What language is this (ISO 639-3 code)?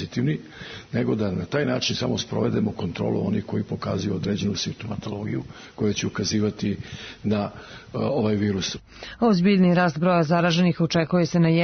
srp